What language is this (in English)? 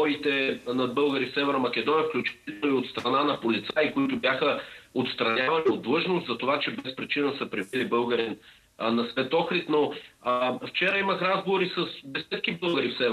Bulgarian